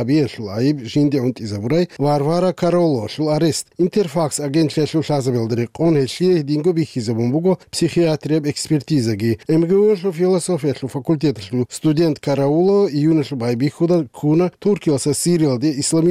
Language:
Avaric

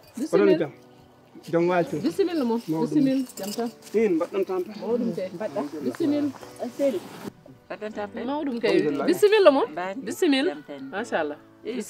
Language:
Fula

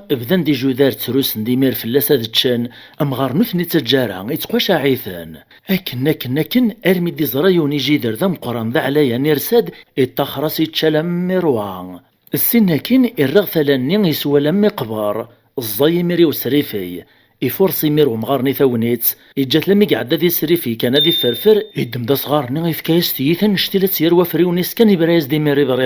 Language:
Kabyle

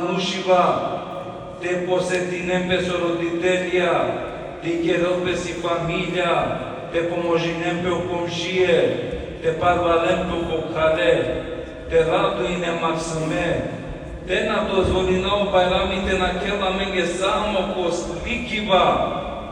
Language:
Balkan Romani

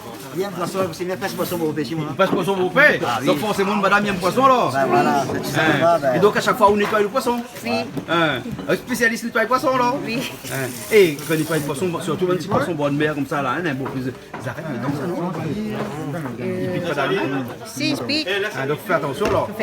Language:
Réunion Creole French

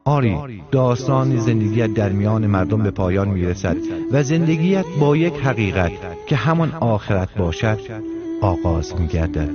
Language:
Tajik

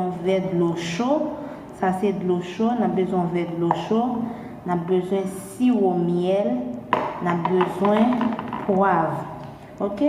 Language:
Haitian Creole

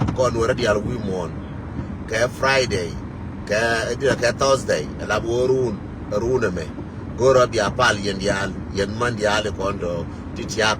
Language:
Nuer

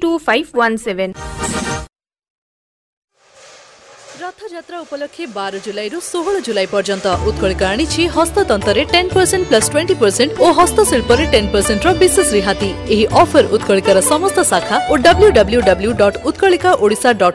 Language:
Odia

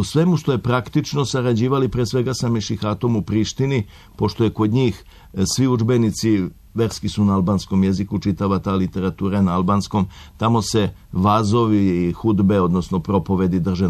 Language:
Serbian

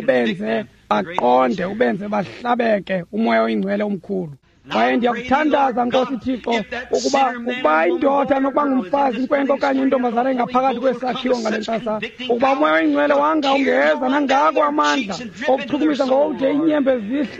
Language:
Xhosa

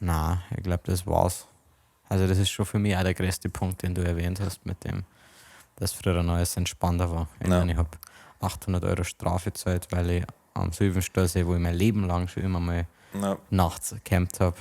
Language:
Bavarian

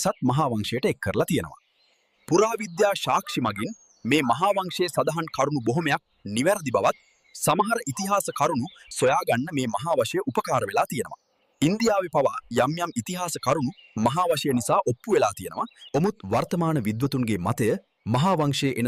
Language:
Sinhala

